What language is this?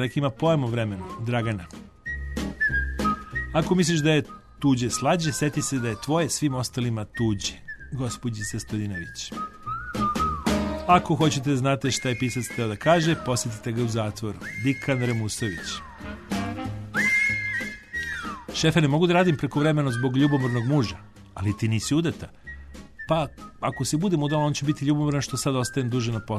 Serbian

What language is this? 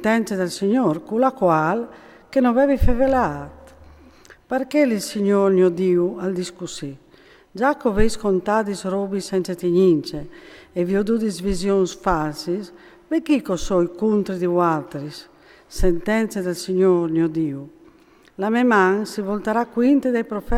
Friulian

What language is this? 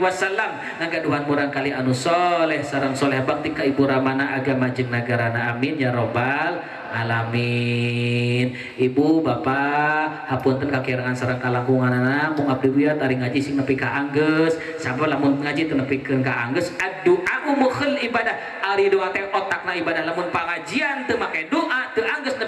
Sundanese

